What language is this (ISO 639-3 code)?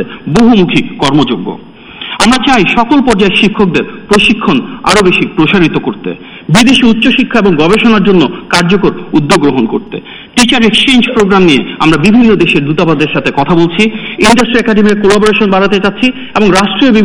ben